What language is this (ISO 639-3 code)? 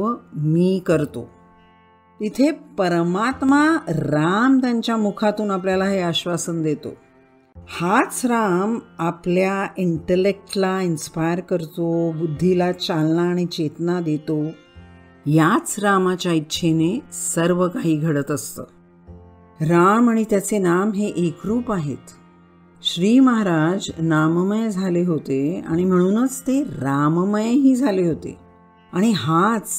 mar